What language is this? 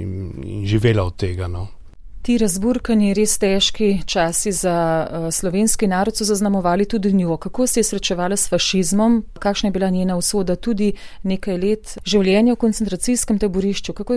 Slovenian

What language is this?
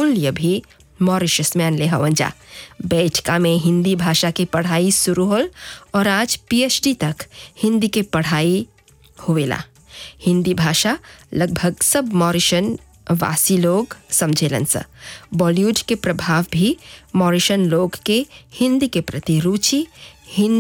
Bhojpuri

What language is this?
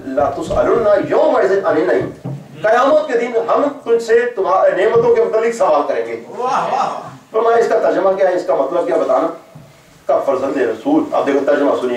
Urdu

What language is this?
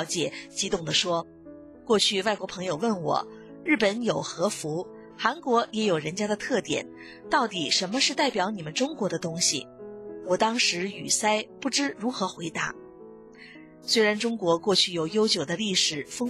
Chinese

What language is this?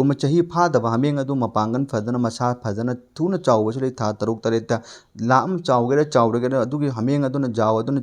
Manipuri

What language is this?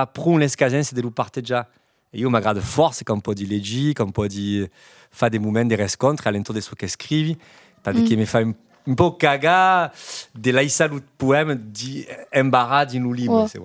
Occitan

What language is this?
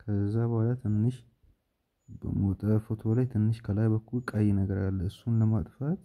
Amharic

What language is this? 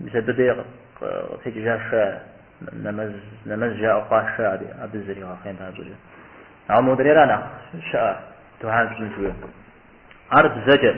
Kabardian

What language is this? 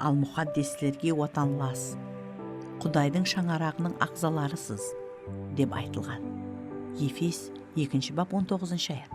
Kara-Kalpak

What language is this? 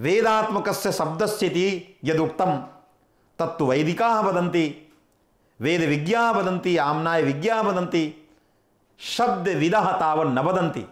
Sanskrit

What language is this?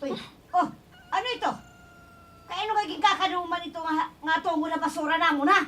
Waray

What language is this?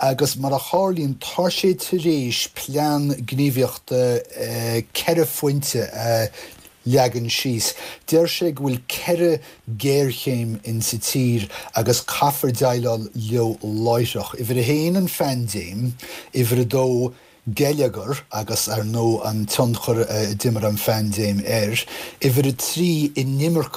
Irish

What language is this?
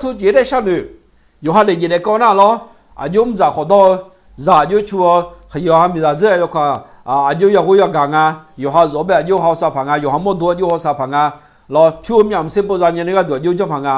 Akha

